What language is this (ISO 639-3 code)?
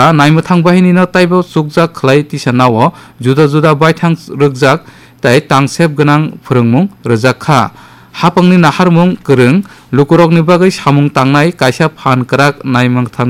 trp